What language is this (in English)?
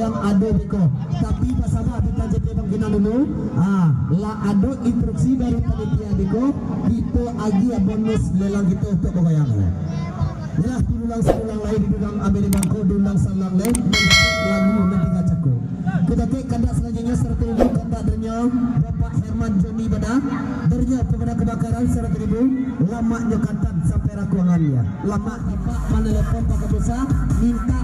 Minangkabau